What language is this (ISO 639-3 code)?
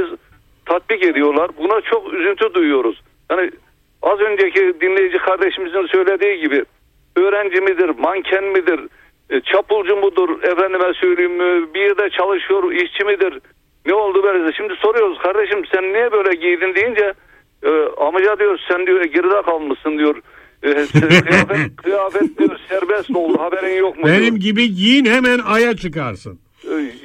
tur